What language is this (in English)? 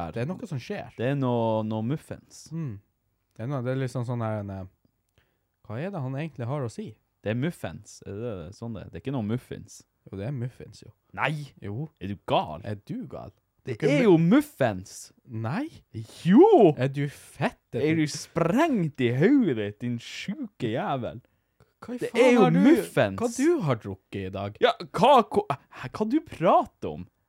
Norwegian